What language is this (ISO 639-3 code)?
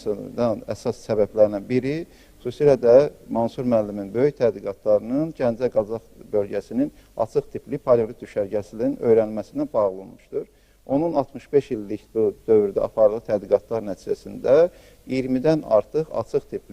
aze